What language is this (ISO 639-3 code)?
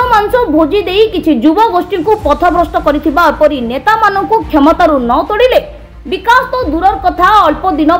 ori